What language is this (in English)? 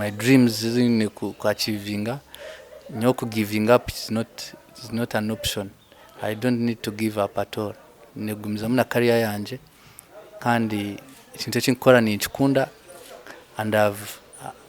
Nyankole